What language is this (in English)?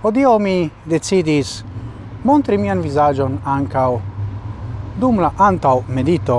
Esperanto